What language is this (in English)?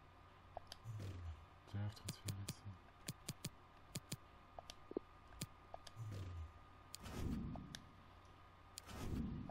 German